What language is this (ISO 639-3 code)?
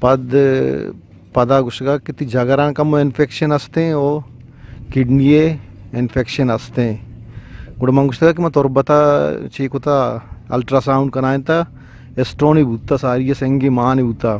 bgp